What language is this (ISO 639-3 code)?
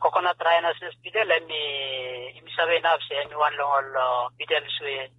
bis